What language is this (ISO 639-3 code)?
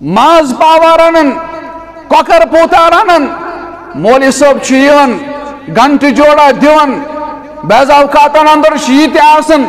kas